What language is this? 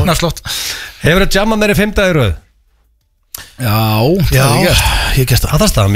Icelandic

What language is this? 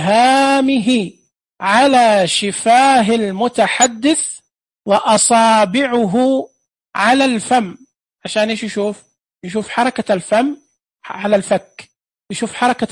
Najdi Arabic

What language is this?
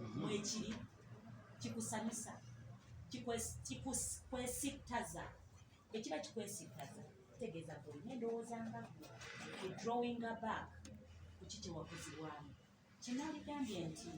Ganda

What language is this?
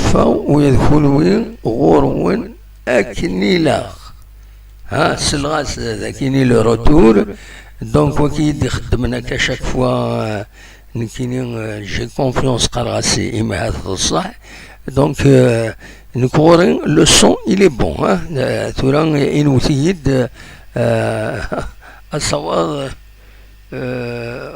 Kabyle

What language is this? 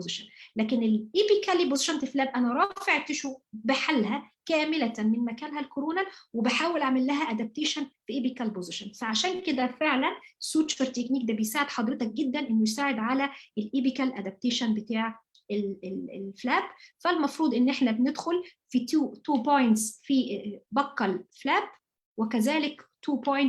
Egyptian Arabic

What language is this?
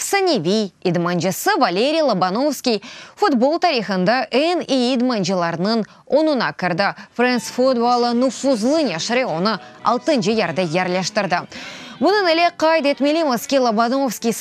Crimean Tatar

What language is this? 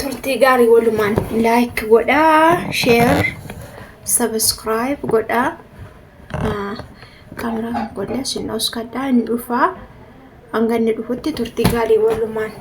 Oromo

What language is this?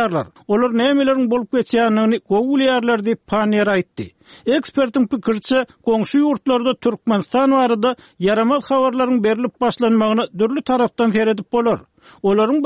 Turkmen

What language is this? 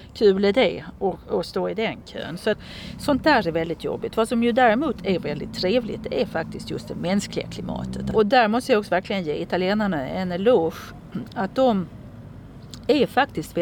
Swedish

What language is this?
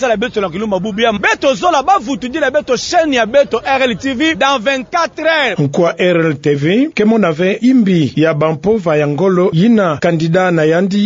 Kituba (Democratic Republic of Congo)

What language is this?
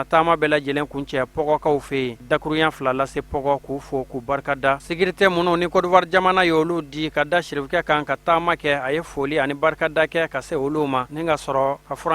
Bambara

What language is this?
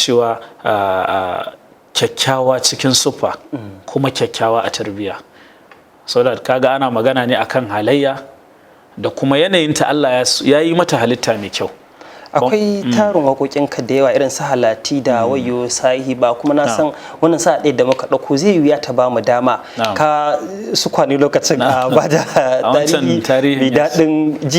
Hausa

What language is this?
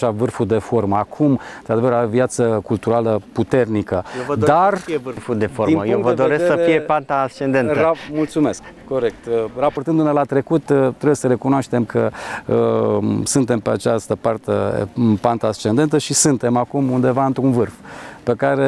Romanian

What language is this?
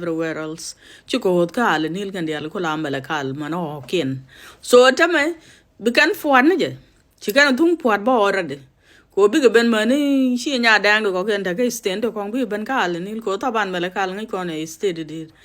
Nuer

